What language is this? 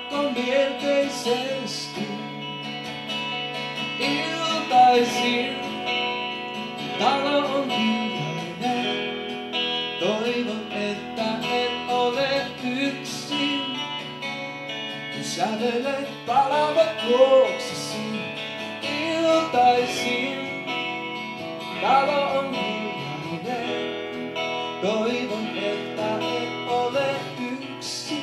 Finnish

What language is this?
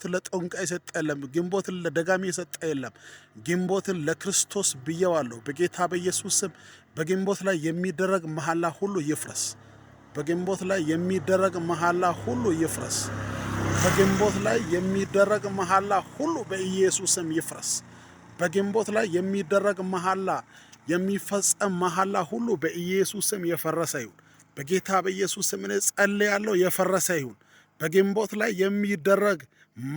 Amharic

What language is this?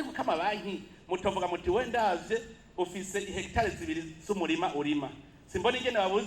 Rundi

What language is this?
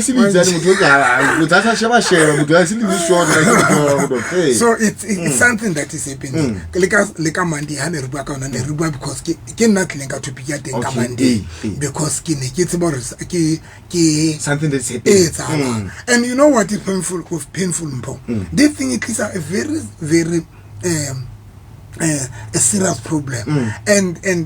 Southern Sotho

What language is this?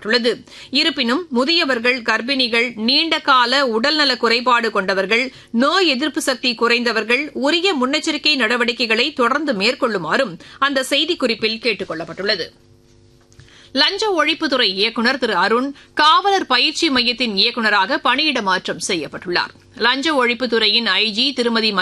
Tamil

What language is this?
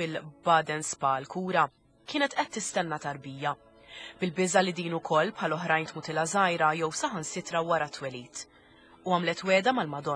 Maltese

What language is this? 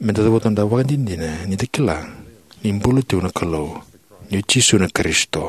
Fijian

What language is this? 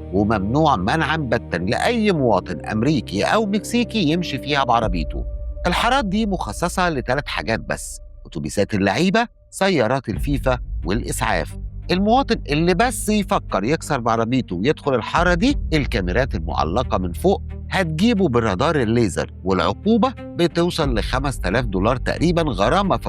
Egyptian Arabic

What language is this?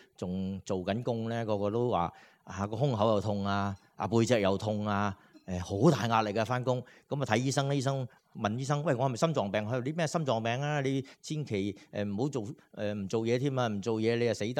Cantonese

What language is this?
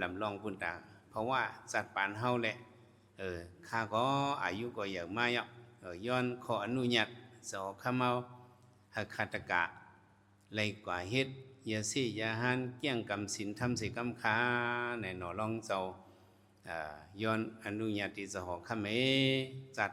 Shan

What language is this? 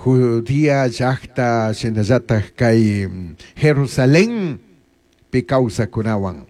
Chimborazo Highland Quichua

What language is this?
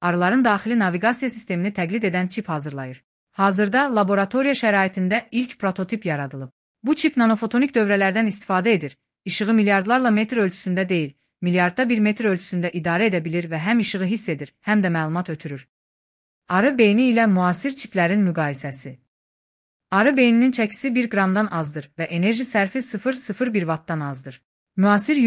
Azerbaijani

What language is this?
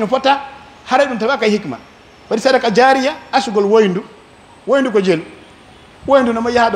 Pular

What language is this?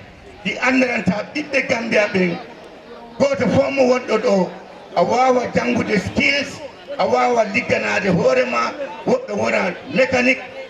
Fula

